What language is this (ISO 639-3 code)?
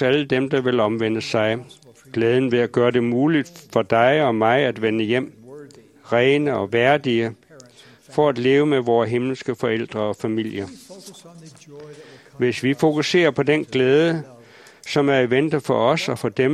dan